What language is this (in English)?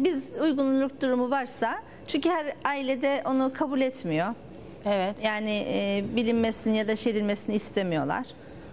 Turkish